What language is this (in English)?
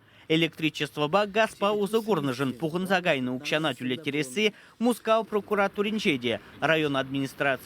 Chuvash